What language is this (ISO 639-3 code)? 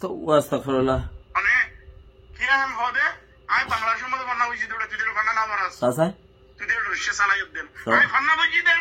rhg